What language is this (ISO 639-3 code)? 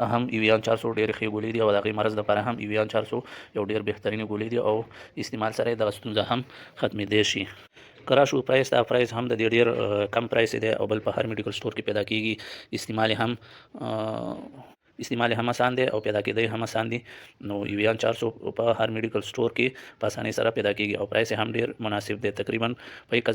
pus